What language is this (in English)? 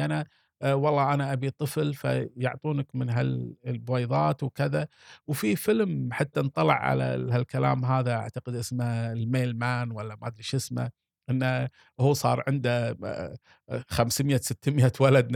Gulf Arabic